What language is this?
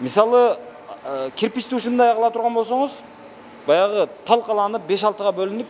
Kyrgyz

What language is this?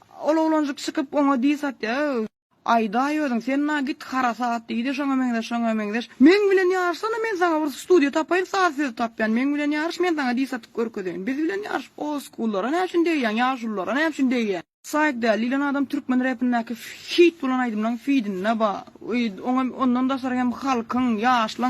Turkmen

